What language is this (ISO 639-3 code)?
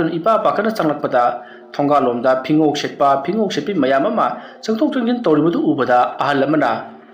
mni